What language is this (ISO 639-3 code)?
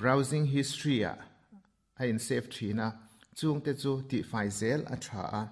lus